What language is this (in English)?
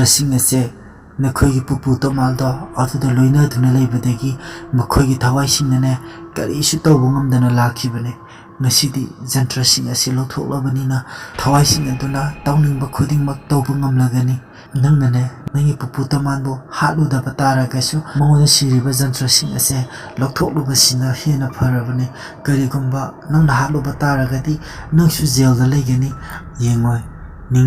Manipuri